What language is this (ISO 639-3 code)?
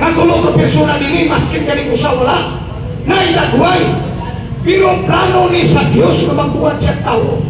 ceb